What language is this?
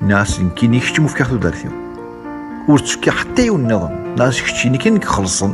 Kabyle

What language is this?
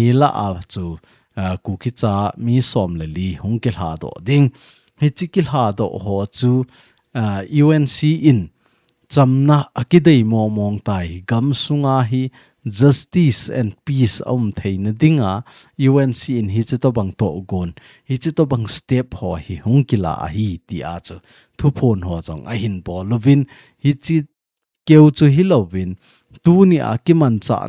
Thado Chin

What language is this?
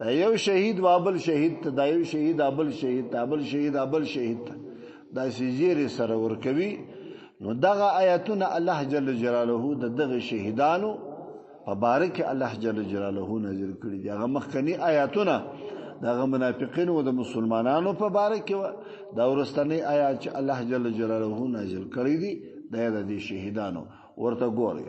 Pashto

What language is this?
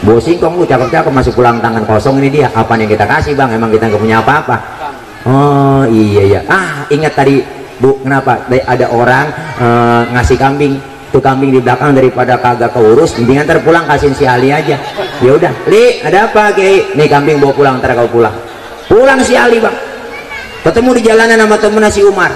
Betawi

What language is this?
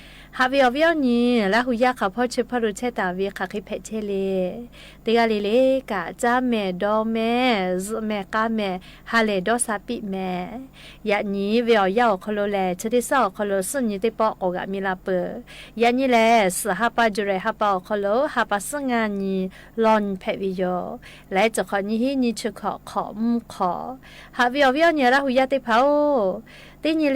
Lahu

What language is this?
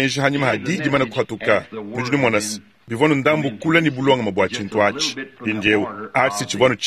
Luba-Lulua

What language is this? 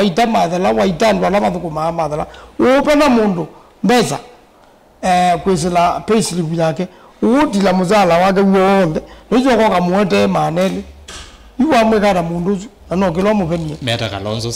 Kamba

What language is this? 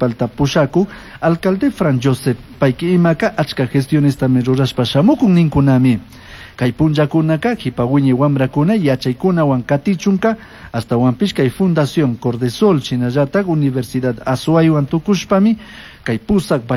Chimborazo Highland Quichua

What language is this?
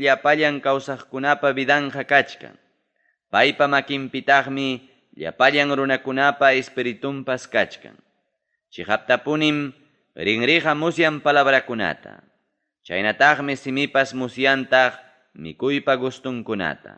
Ayacucho Quechua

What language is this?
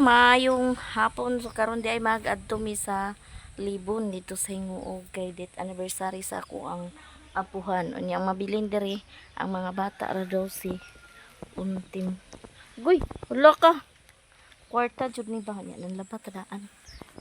Cebuano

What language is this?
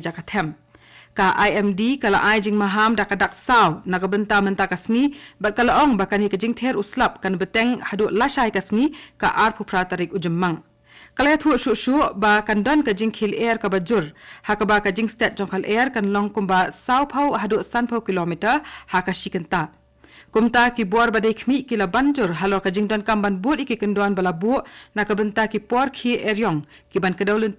Khasi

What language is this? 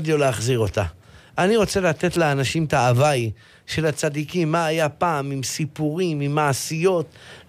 Hebrew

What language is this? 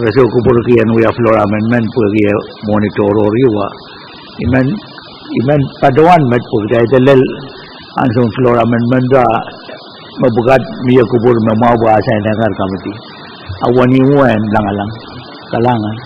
Pohnpeian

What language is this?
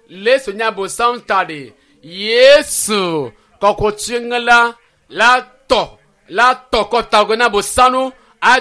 Ewe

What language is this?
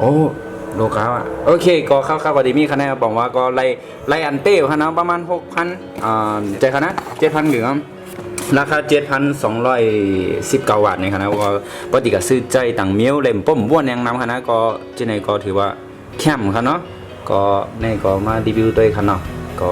Shan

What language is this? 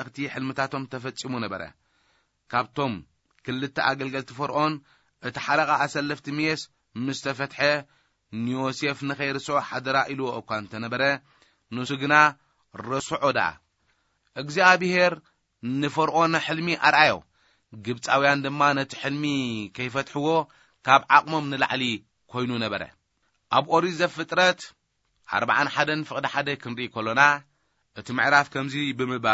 Tigrinya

